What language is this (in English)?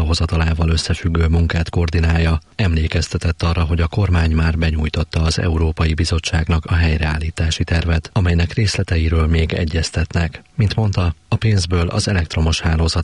Hungarian